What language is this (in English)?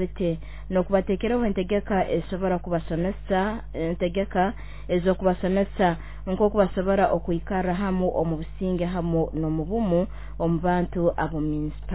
Nyoro